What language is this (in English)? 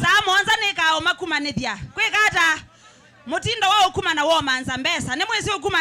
Kamba